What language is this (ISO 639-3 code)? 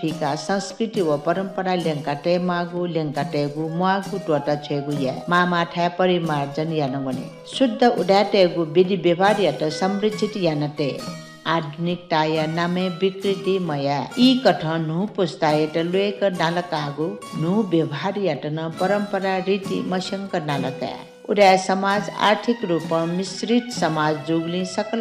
new